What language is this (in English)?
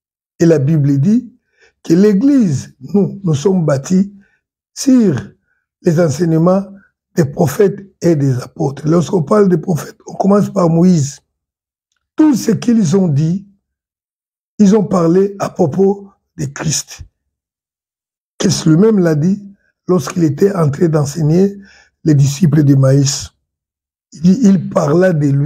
French